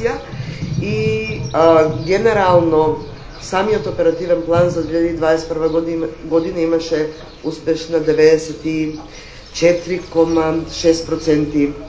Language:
Macedonian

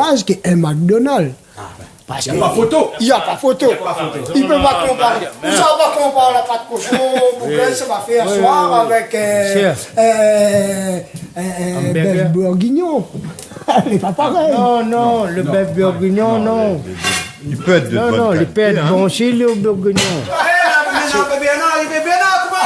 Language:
Réunion Creole French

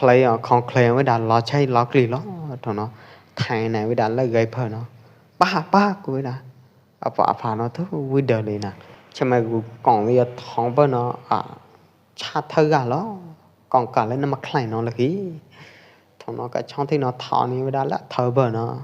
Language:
Pwo Eastern Karen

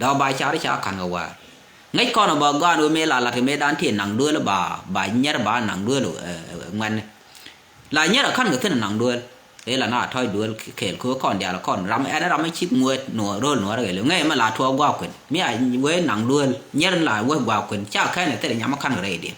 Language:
Nuer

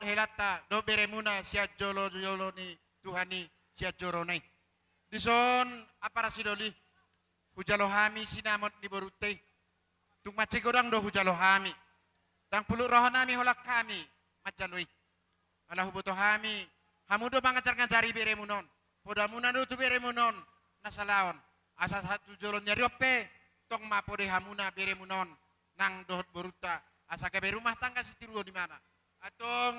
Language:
Batak Toba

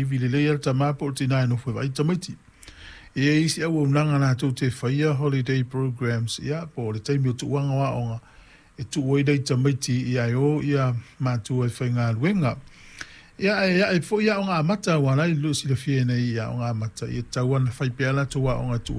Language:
Samoan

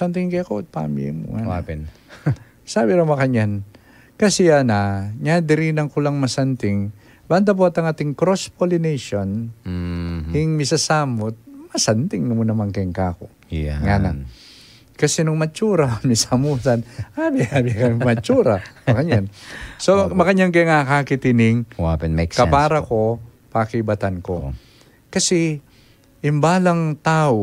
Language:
Pampanga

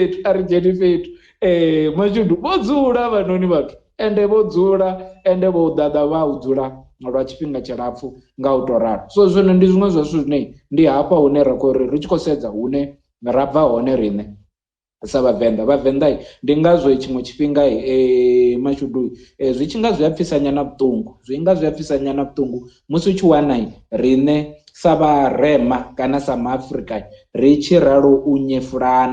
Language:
Venda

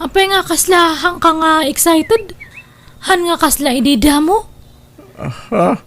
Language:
Iloko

